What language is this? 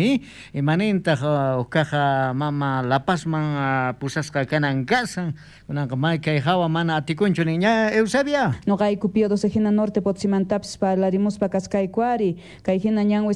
South Bolivian Quechua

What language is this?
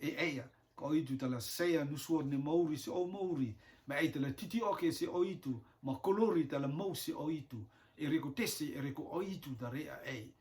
Rotuman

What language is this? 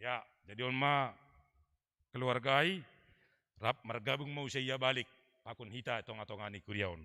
Batak Simalungun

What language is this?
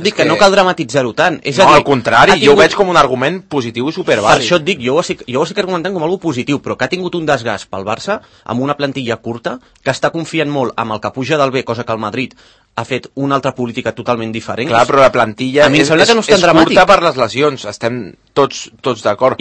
Catalan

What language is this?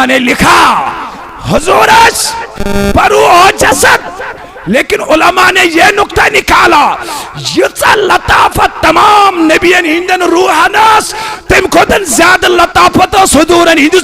Kashmiri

